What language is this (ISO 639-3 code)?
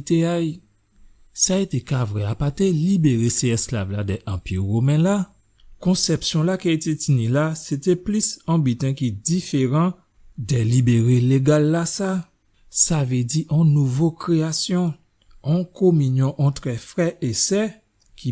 gcf